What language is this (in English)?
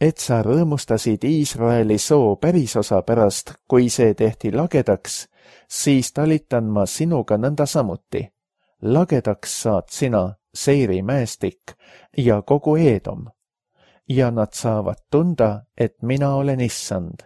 Estonian